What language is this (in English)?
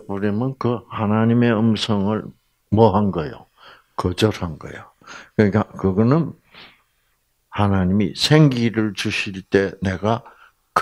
Korean